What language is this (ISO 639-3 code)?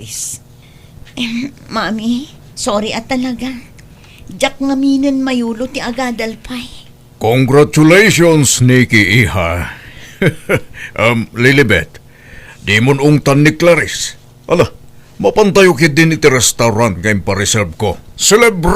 ilo